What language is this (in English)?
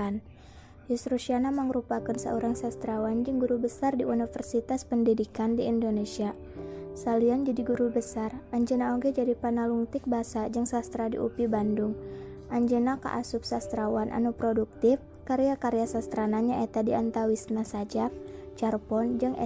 Sundanese